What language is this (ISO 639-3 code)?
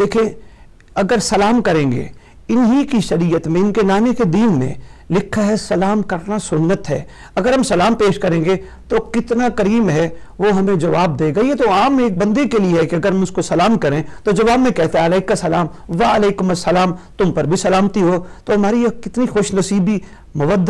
urd